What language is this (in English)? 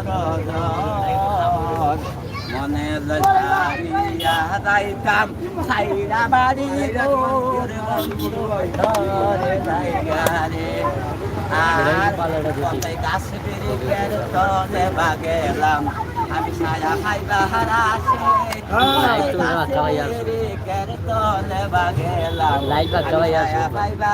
Sylheti